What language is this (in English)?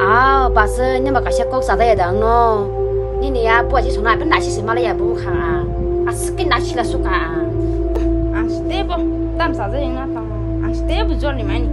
Kok Borok